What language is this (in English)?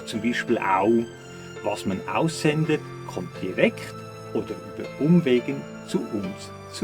Swiss German